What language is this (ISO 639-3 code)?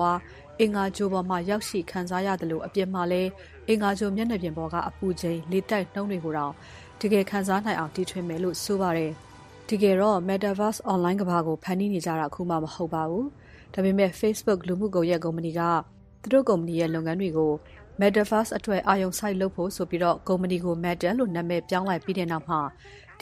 mya